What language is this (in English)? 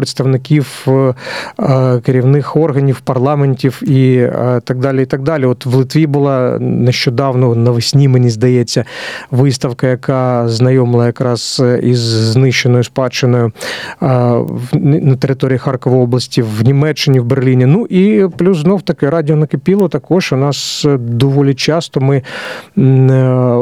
Ukrainian